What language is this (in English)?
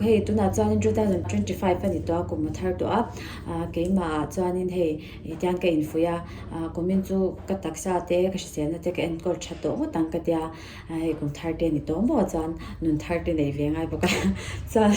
Mizo